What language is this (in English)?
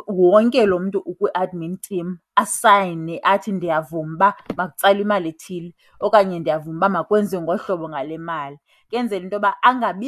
Xhosa